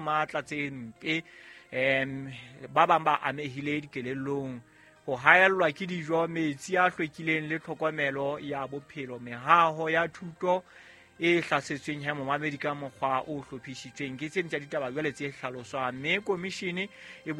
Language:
Southern Sotho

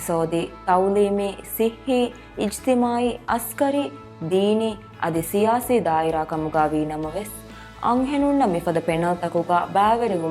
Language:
Divehi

